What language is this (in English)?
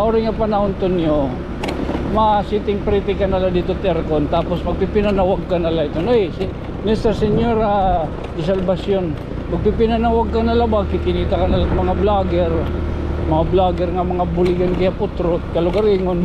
Waray